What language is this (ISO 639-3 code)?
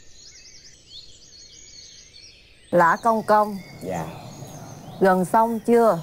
vie